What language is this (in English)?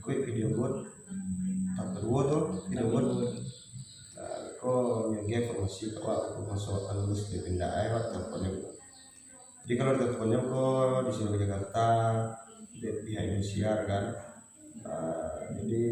Minangkabau